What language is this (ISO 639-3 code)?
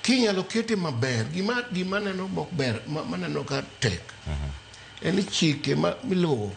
luo